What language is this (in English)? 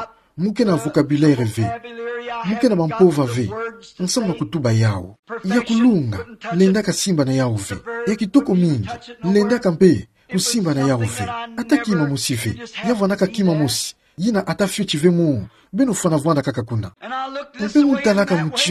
Kituba (Democratic Republic of Congo)